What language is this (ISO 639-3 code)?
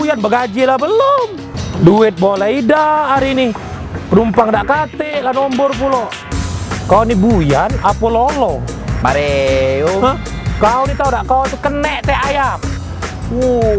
mui